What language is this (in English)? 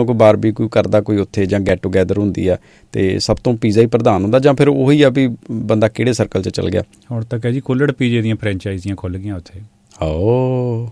Punjabi